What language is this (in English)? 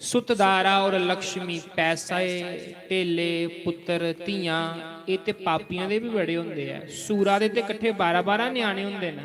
Dogri